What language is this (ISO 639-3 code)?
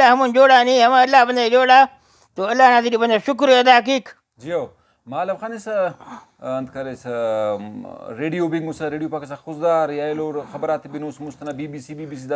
brh